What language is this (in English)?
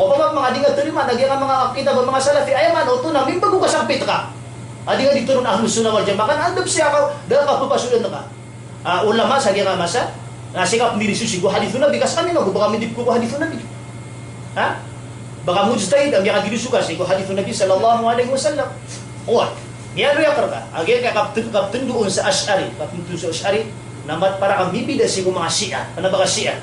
Maranao